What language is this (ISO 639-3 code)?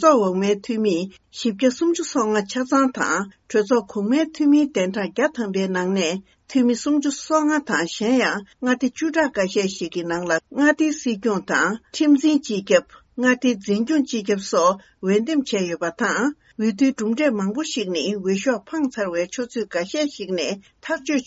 bod